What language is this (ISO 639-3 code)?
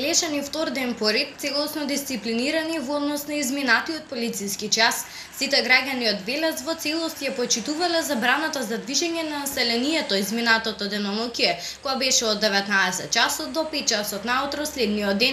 mkd